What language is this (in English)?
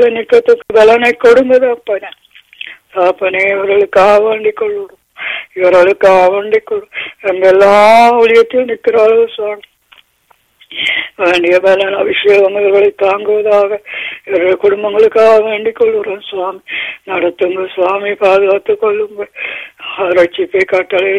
Tamil